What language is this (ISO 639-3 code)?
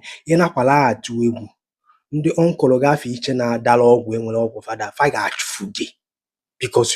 ibo